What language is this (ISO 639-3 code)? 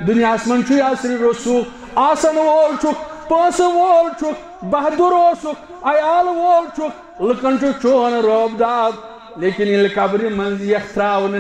kas